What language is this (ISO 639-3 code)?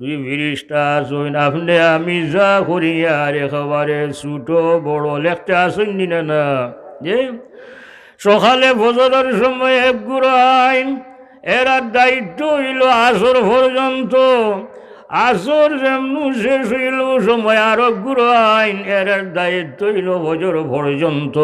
syl